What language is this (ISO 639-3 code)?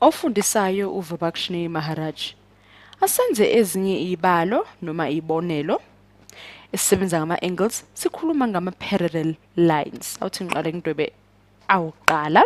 zul